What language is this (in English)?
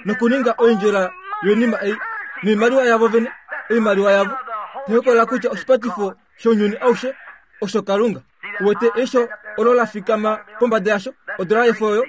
Kuanyama